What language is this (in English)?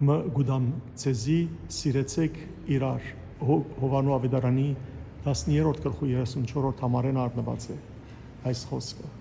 Western Armenian